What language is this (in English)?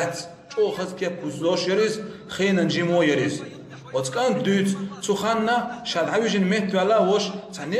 Chechen